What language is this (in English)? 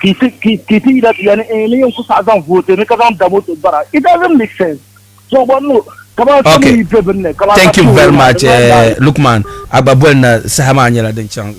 Dagbani